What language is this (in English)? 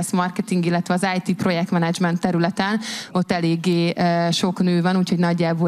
Hungarian